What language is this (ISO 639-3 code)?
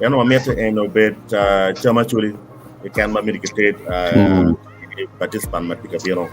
ach